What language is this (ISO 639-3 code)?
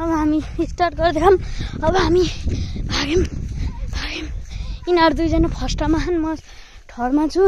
nep